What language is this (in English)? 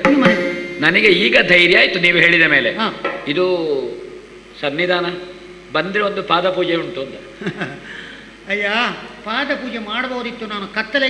Kannada